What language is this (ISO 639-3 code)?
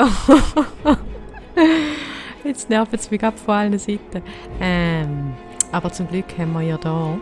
gsw